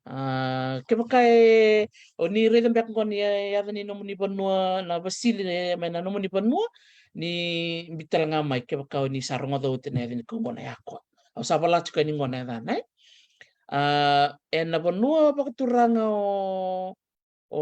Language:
Fijian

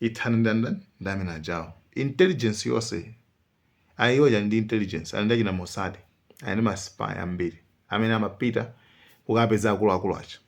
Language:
Nyanja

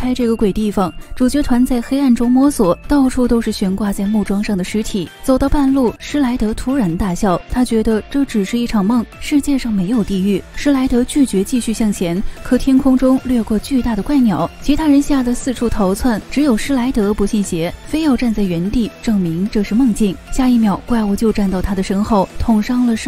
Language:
Chinese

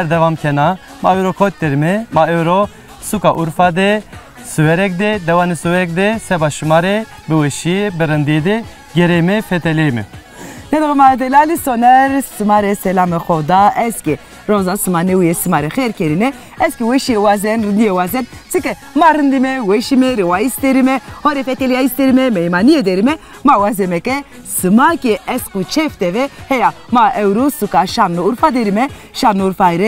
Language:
Zaza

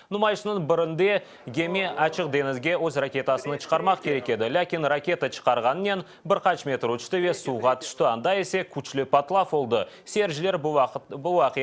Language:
Crimean Tatar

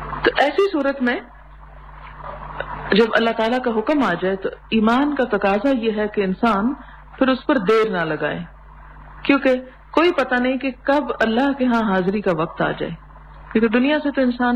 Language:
Urdu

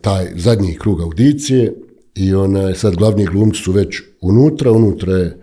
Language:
Bosnian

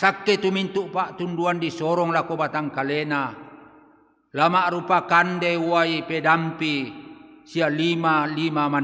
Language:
Toraja-Sa'dan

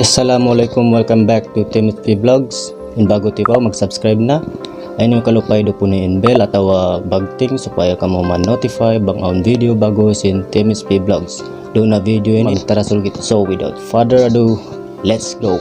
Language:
Tausug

